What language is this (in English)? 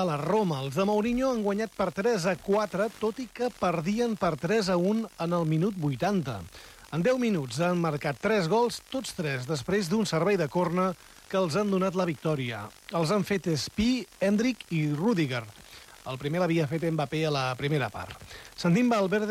Catalan